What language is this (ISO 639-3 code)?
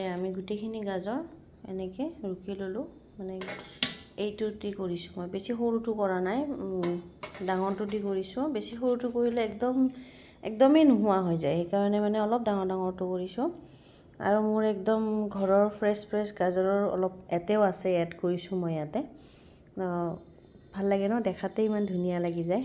asm